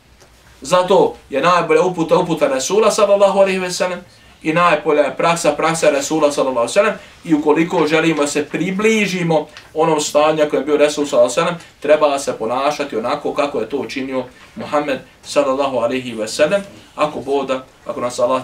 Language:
Bosnian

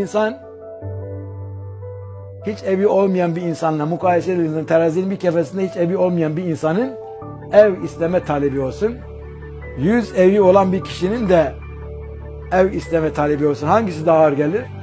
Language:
Turkish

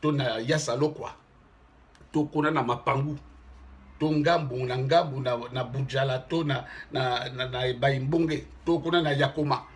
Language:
Lingala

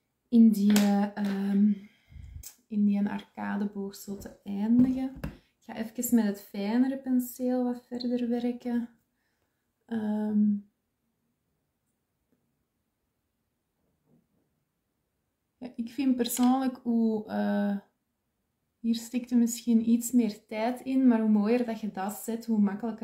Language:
Dutch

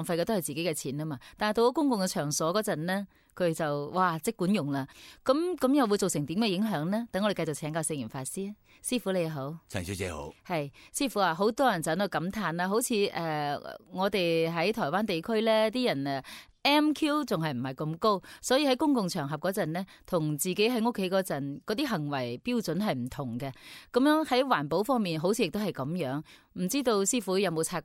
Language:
Cantonese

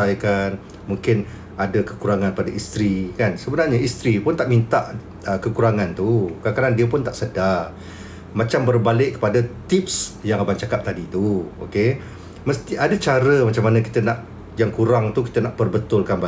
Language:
Malay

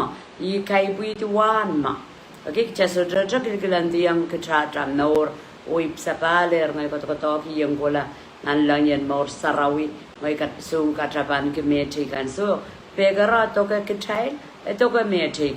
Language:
Pohnpeian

